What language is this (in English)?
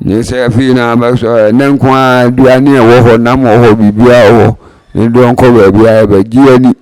Akan